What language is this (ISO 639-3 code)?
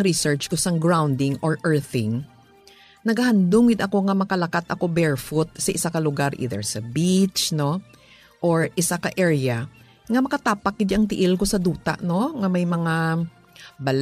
hil